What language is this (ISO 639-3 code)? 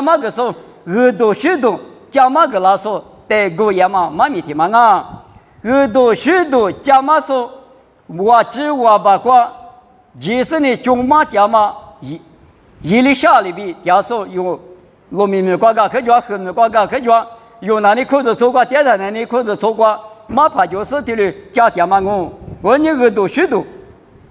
lis